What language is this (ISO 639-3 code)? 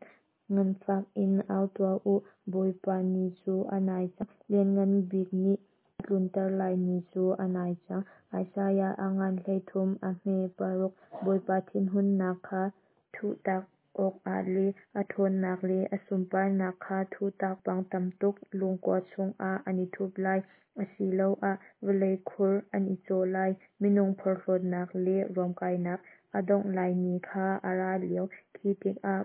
cnh